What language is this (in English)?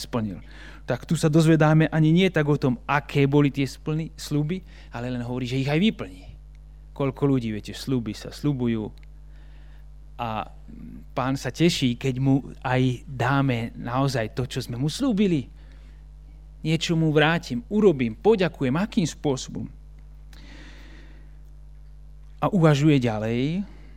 Slovak